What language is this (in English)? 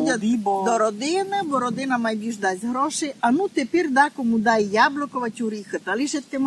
Rusyn